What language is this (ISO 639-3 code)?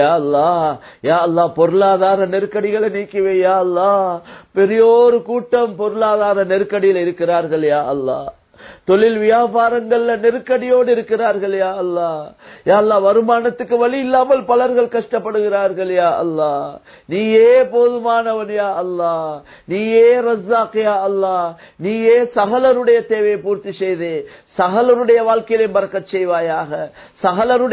tam